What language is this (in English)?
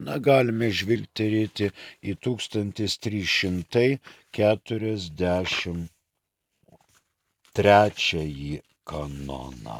Lithuanian